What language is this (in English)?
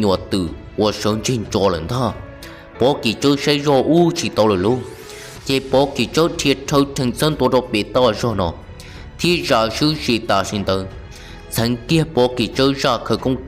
Hmong